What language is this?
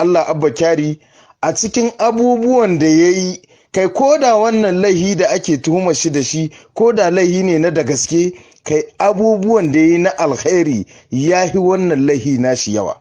Hausa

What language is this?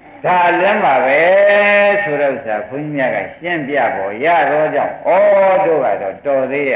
Burmese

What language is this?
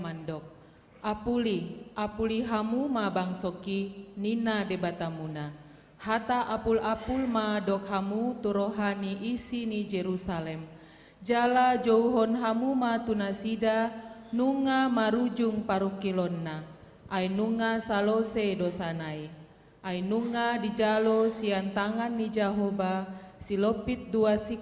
Batak Toba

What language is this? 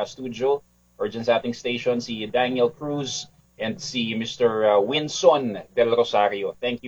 Filipino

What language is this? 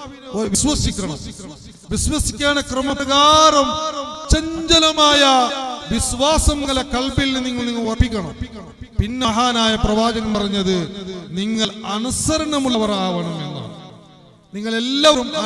Malayalam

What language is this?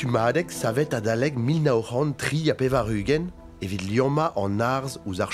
Breton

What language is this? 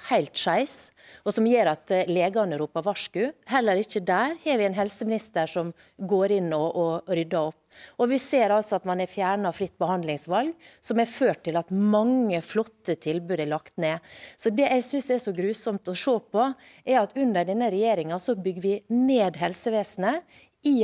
Norwegian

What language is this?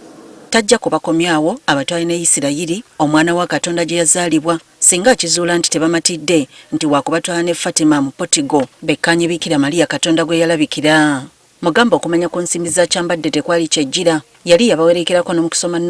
Ganda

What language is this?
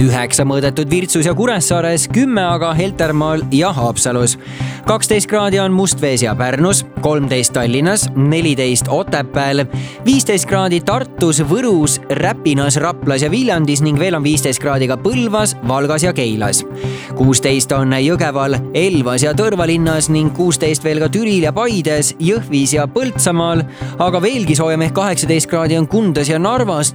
Estonian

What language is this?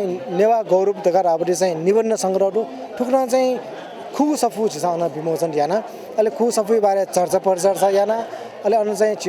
Newari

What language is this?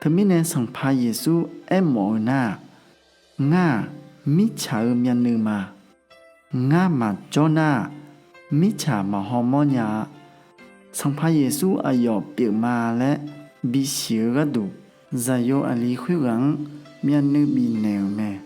Akha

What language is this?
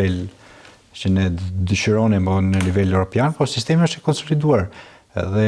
Albanian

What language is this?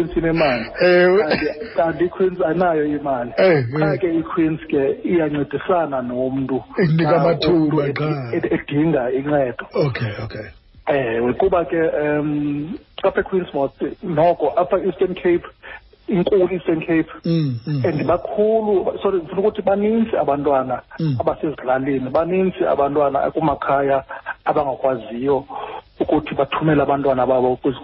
Xhosa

